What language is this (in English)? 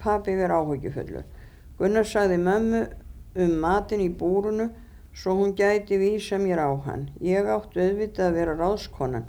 Icelandic